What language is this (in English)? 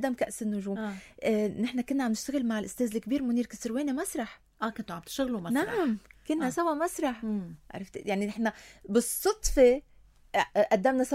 North Levantine Arabic